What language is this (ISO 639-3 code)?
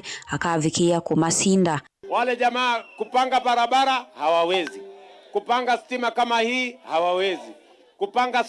kam